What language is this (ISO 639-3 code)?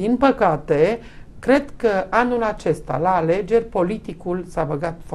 ron